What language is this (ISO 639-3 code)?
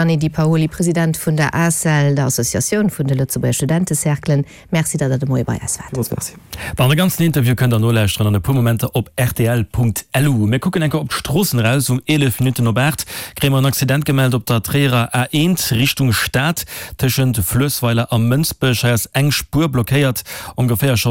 ltz